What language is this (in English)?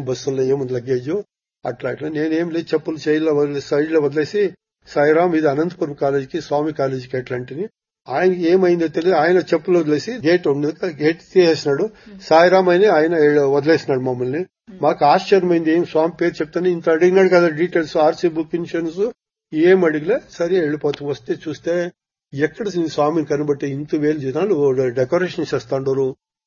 Telugu